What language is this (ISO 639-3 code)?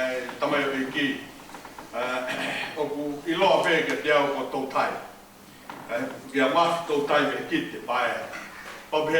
ton